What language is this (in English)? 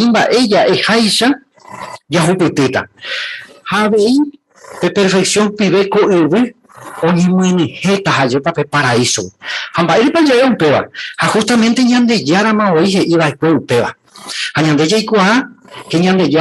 Guarani